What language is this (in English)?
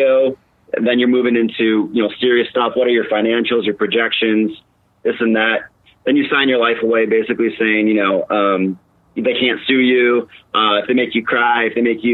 English